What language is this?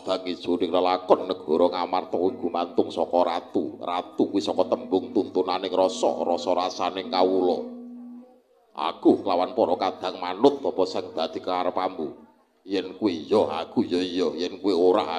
Javanese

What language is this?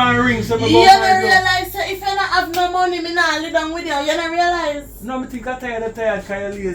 Jamaican Creole English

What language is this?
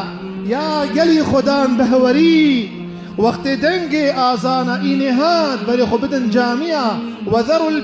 Kurdish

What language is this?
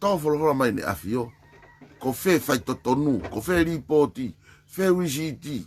Tongan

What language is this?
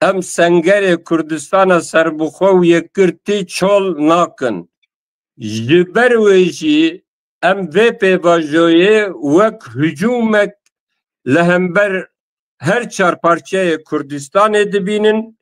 Kurdish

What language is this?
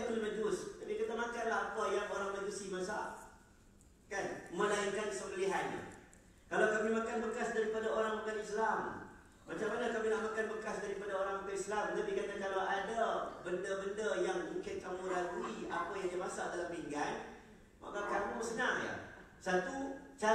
Malay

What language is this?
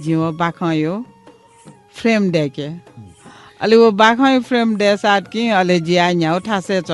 Newari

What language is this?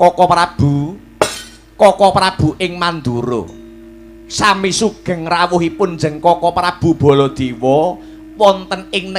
Javanese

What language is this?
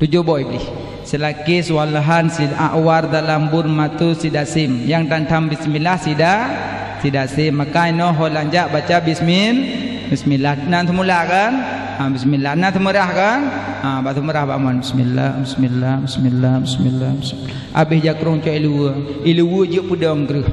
Achinese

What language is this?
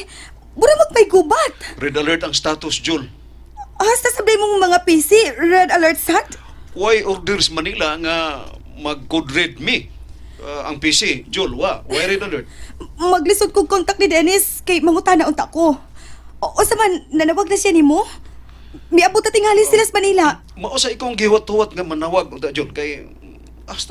Cebuano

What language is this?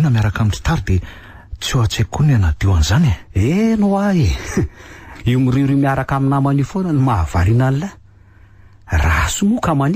Malagasy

